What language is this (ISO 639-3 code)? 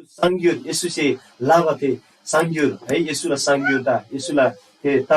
taj